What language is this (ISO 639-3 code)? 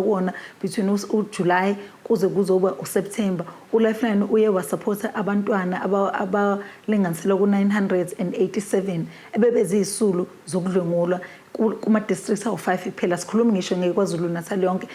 zul